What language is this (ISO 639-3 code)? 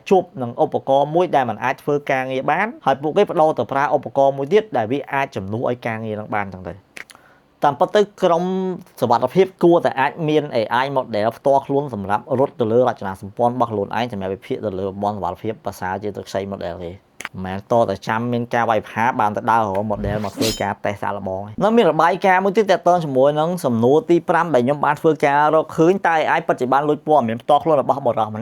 khm